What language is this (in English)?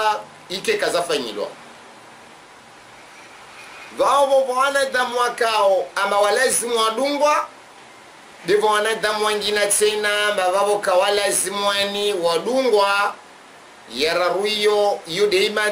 Swahili